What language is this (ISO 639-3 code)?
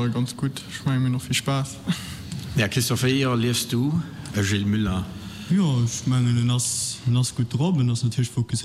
ltz